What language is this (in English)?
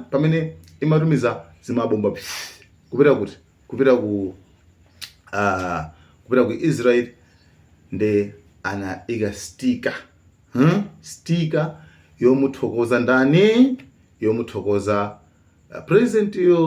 Nyanja